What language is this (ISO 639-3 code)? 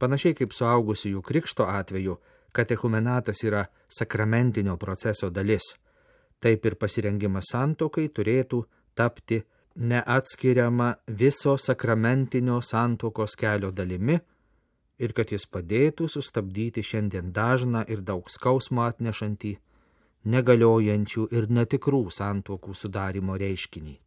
lit